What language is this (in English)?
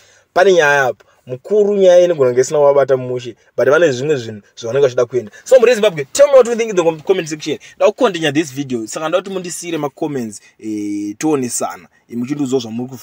Shona